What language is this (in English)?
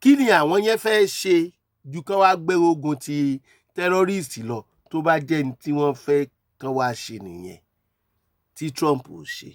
Yoruba